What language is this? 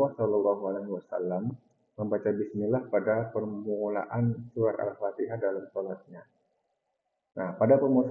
Indonesian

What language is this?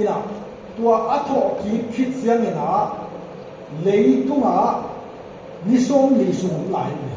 Tedim Chin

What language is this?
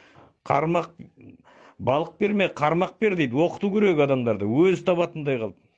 Kazakh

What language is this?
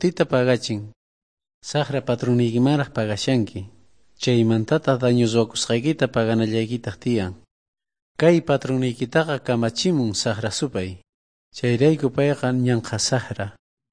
South Bolivian Quechua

